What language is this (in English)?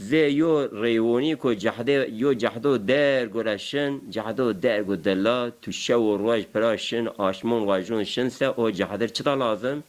Zaza